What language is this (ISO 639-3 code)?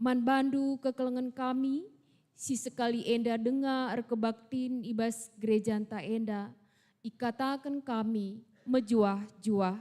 btx